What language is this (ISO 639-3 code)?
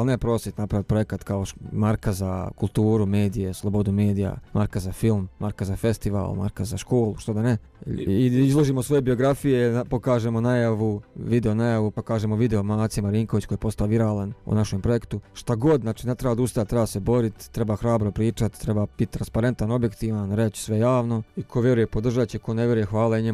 srp